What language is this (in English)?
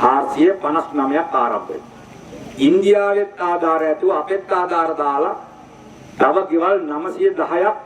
Sinhala